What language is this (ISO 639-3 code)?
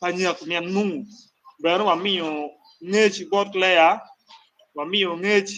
ach